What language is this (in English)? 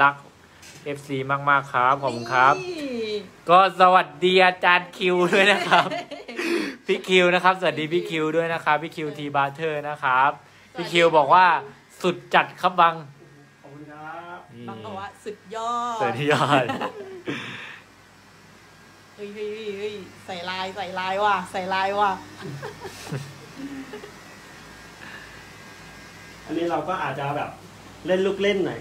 Thai